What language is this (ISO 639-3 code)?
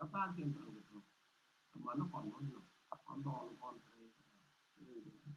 nus